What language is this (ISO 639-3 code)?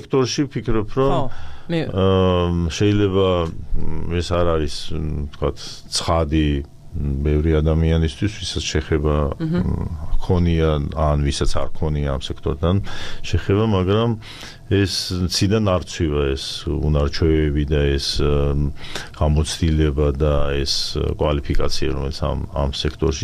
kat